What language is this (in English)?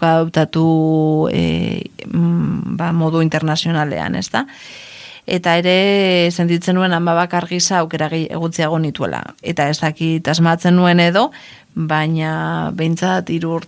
Basque